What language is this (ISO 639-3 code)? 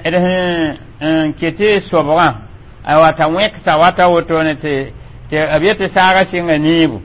mos